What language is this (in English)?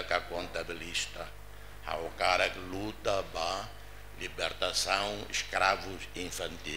Tetum